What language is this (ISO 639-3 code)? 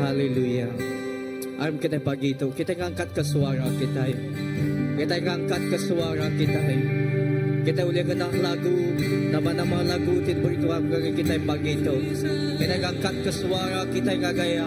iba